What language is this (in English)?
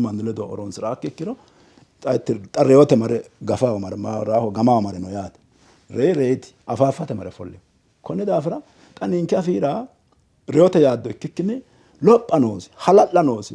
Sidamo